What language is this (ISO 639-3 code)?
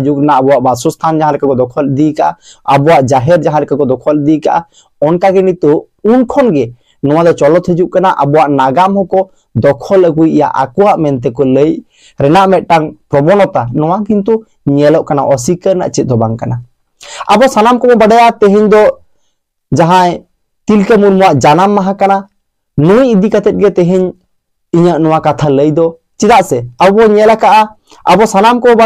sat